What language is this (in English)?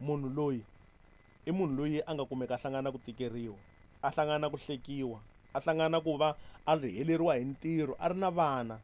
Tsonga